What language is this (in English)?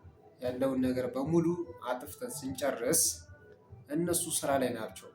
Amharic